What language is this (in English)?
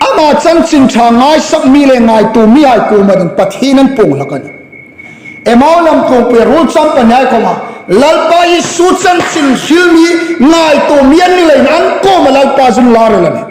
Hmar